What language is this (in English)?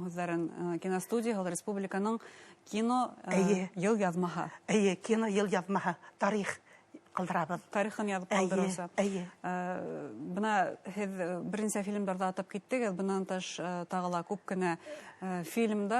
Bashkir